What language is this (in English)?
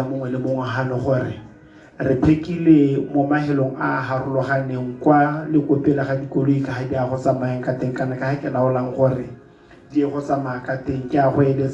Tswana